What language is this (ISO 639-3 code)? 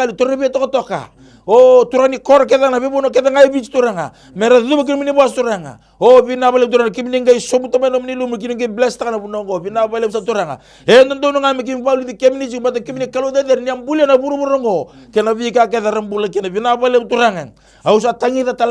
fij